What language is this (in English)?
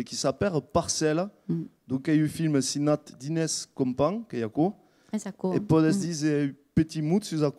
Occitan